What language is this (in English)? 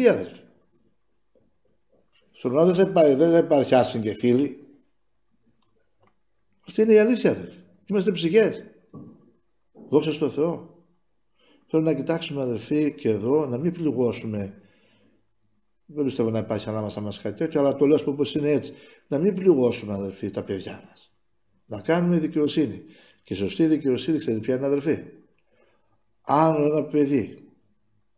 Greek